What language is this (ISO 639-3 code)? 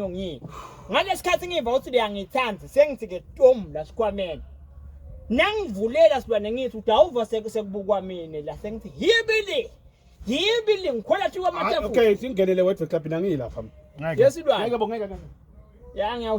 ssw